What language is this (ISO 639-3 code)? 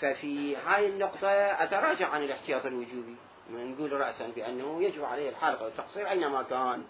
acm